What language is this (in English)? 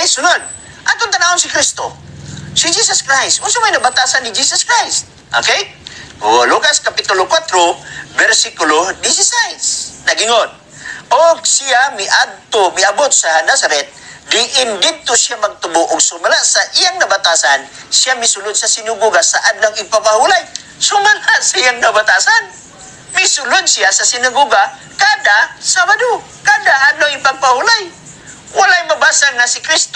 Cebuano